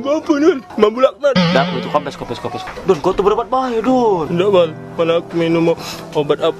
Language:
Musi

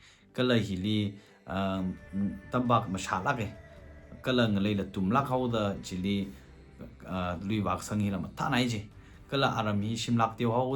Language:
Tangkhul Naga (India)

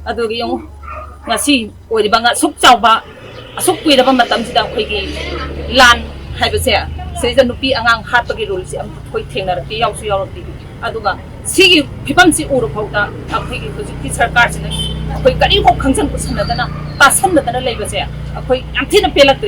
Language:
Manipuri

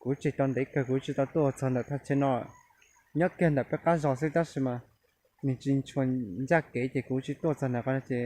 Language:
Hmong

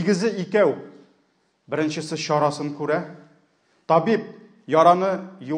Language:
Tatar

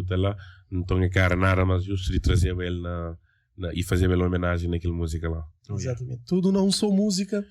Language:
Kabuverdianu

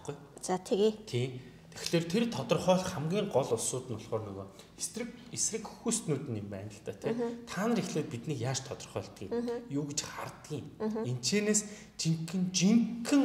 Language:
Mongolian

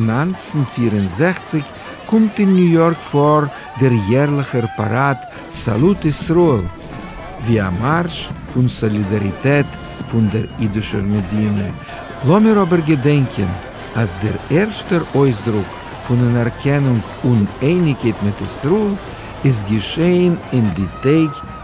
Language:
Yiddish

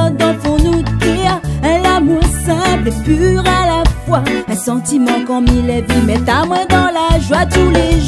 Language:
Réunion Creole French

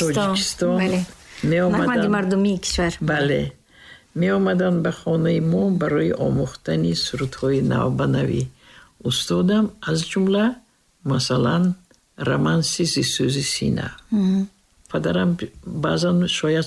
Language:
Tajik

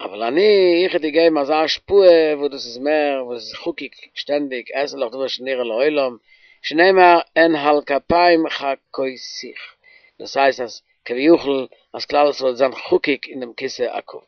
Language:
Yiddish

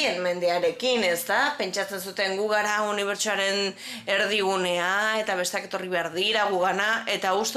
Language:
Basque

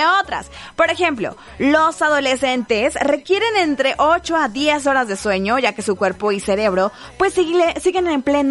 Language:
Spanish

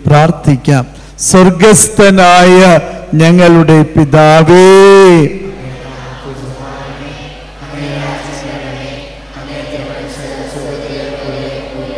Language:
Malayalam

